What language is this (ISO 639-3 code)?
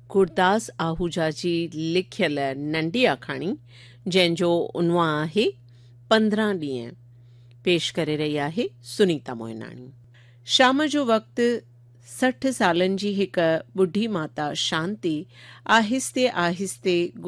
snd